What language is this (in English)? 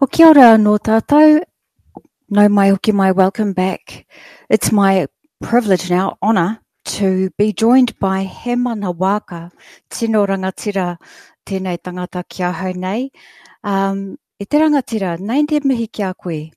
Māori